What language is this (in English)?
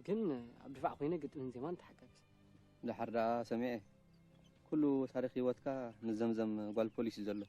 Tigrinya